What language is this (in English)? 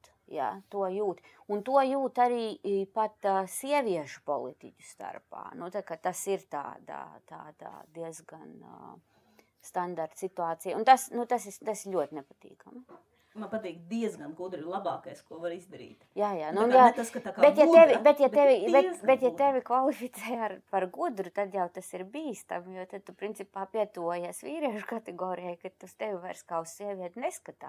Latvian